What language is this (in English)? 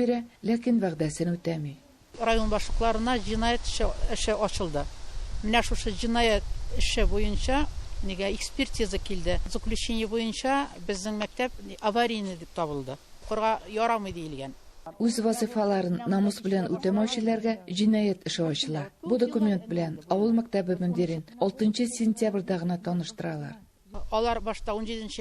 Tatar